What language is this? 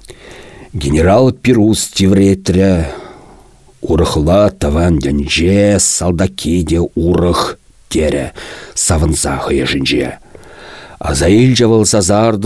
Chuvash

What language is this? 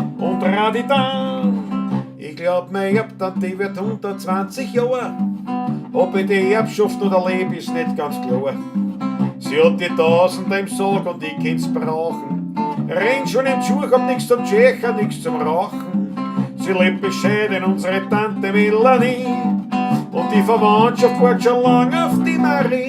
Bavarian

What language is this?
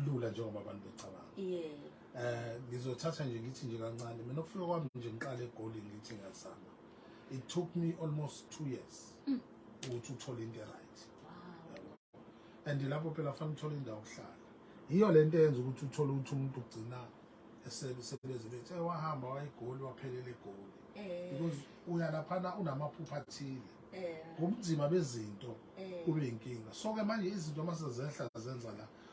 Zulu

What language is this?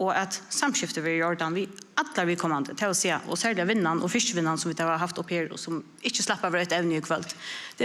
Faroese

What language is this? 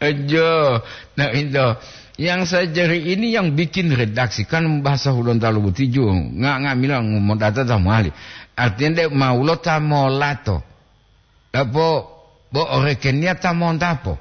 Gorontalo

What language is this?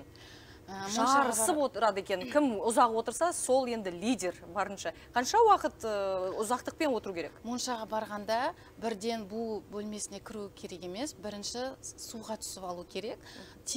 Kazakh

